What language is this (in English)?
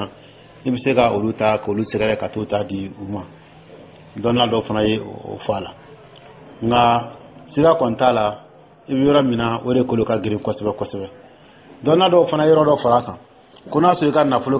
Dyula